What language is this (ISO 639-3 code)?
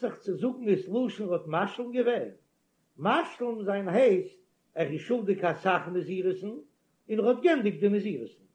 yid